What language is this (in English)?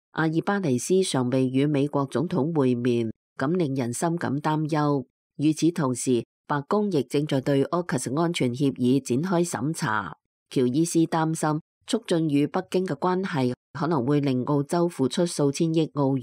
Cantonese